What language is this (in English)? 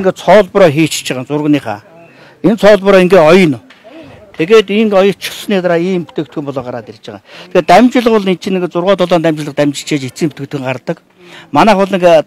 Mongolian